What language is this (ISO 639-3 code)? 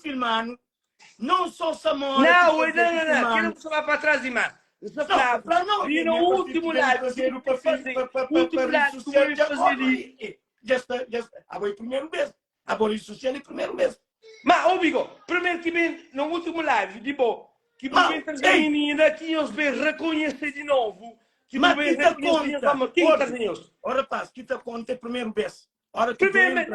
kea